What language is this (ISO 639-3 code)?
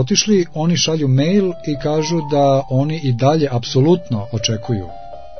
srp